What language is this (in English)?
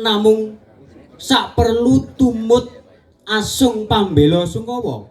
Javanese